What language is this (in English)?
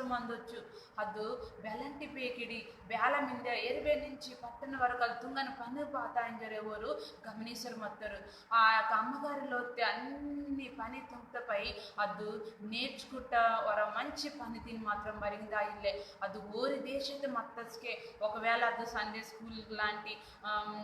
Koya